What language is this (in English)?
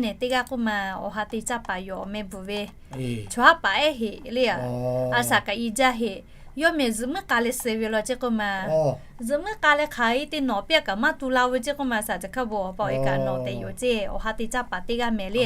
Lahu